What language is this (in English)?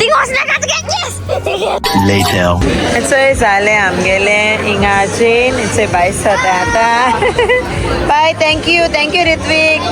Konkani